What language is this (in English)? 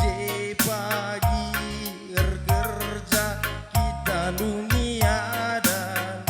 Batak Karo